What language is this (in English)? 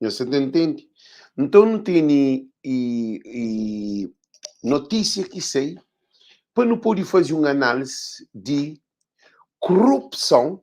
Kabuverdianu